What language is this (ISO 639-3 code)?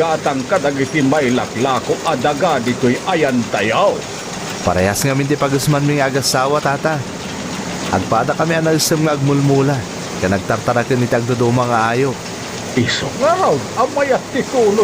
ilo